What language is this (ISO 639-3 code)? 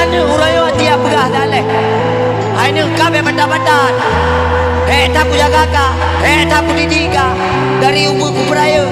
ace